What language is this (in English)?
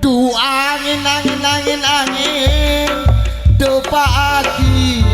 Madurese